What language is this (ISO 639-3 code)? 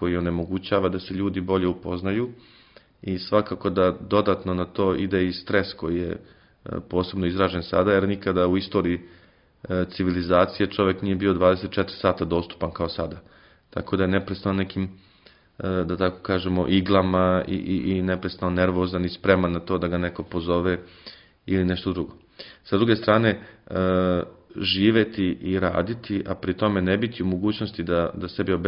srp